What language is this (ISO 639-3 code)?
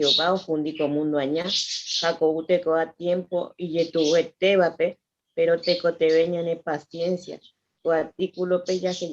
grn